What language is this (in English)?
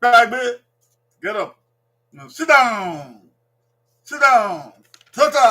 Bini